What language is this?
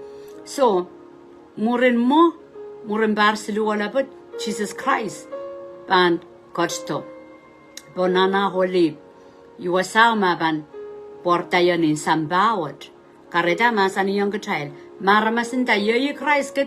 Pohnpeian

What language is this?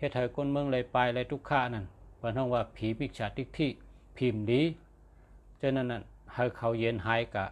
Shan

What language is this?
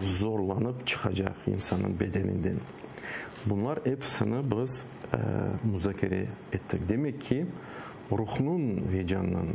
Crimean Tatar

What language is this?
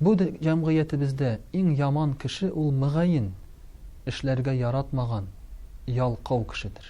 Tatar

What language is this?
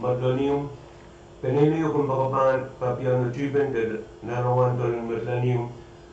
Pohnpeian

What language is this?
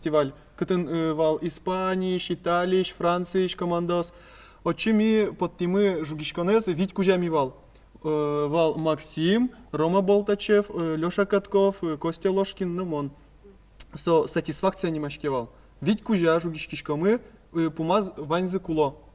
Udmurt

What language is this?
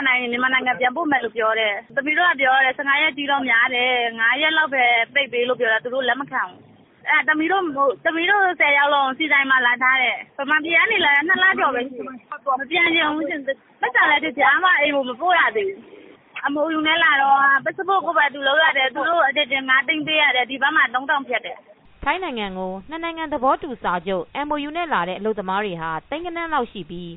Burmese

